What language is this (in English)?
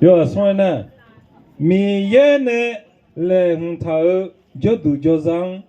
Akha